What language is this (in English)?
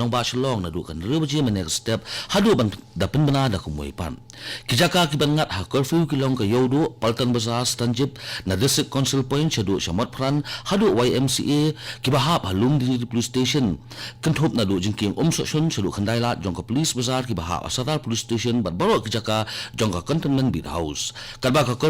Khasi